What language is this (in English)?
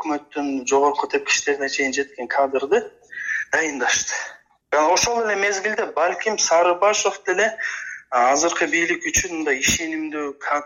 Kyrgyz